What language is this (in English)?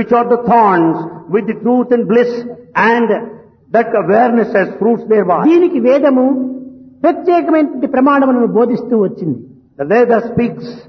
Telugu